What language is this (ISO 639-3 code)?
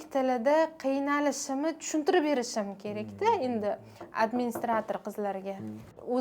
uzb